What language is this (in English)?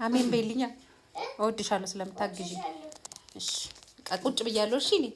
Amharic